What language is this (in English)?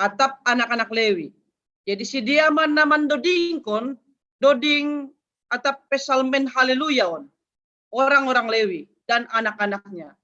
Batak Simalungun